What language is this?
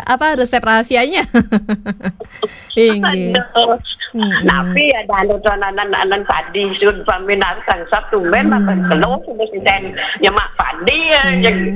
Balinese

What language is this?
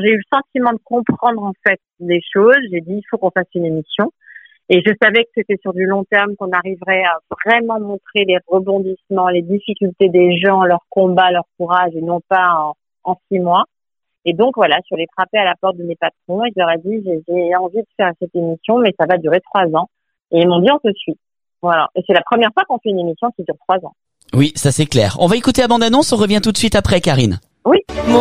French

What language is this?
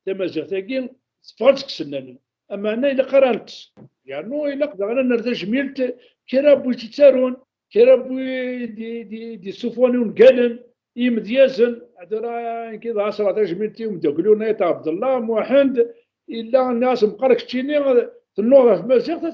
Kabyle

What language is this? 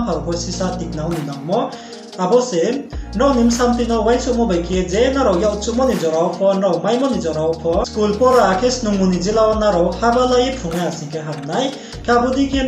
Riang (India)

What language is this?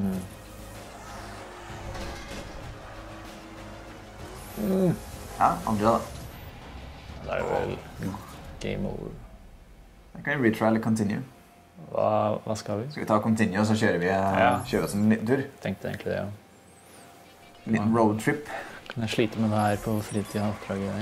Norwegian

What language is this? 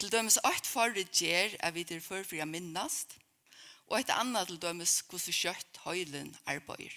Faroese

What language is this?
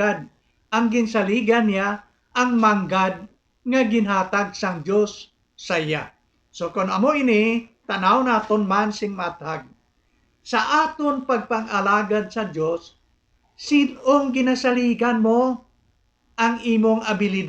Hiligaynon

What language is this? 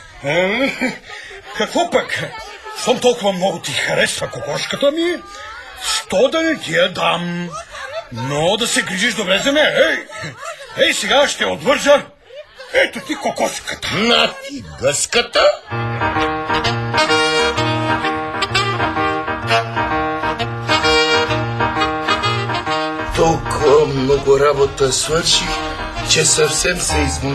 Bulgarian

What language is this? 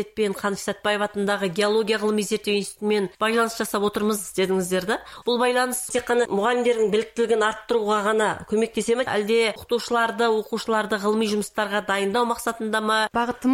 Kazakh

